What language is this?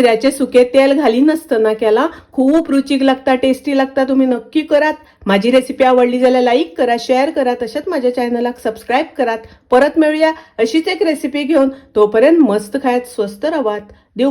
Konkani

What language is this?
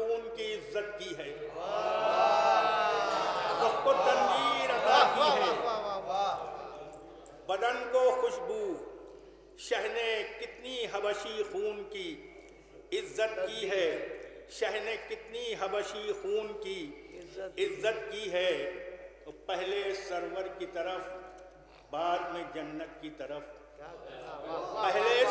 Urdu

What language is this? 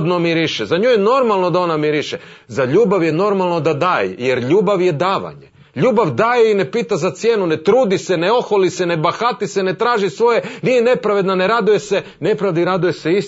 Croatian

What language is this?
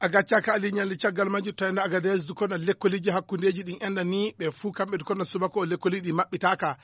Fula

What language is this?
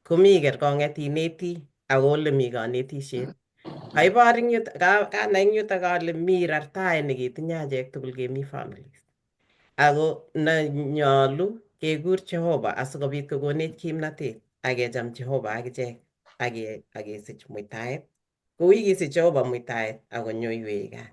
Kalenjin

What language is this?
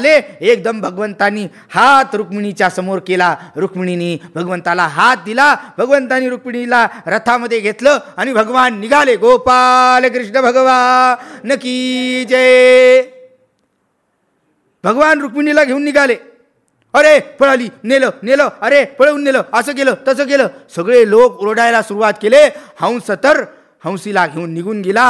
Marathi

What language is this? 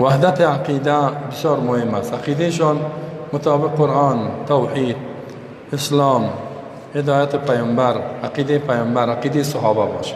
Persian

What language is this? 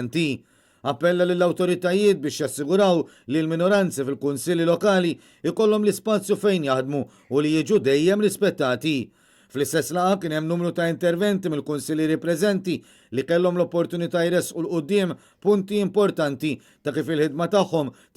Maltese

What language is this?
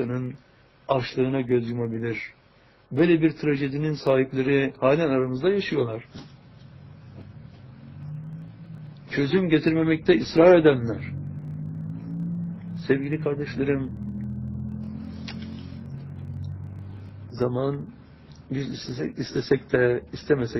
Turkish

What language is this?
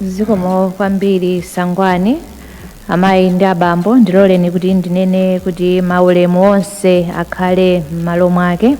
Nyanja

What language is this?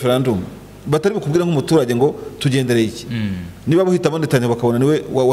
Kinyarwanda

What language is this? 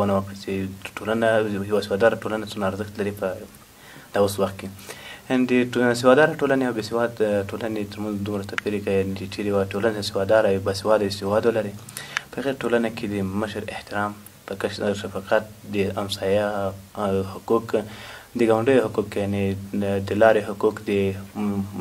Pashto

